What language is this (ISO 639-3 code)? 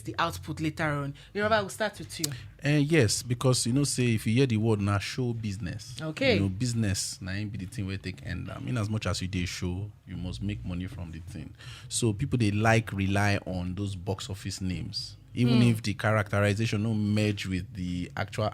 pcm